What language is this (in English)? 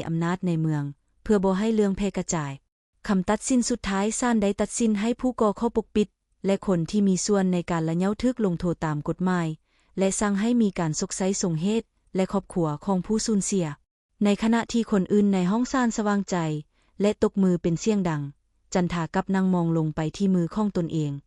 Lao